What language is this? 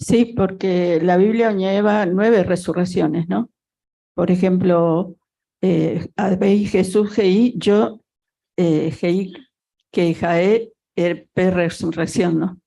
Guarani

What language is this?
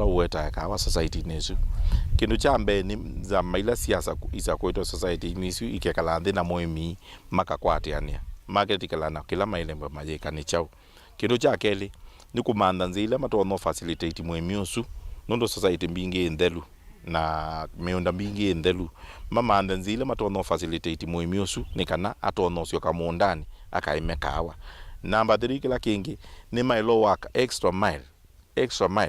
Kamba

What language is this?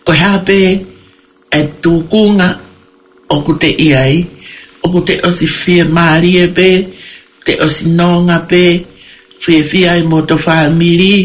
Tongan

